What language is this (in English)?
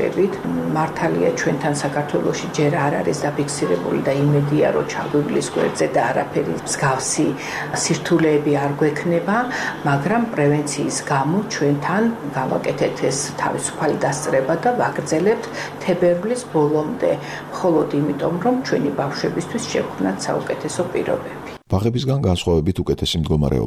Georgian